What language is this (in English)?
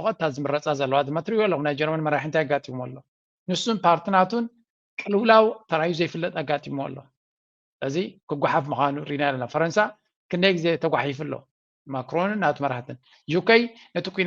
Tigrinya